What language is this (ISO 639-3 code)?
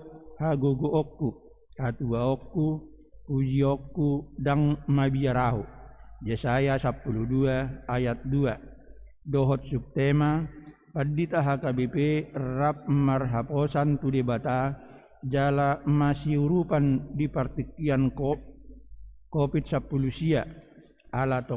bbc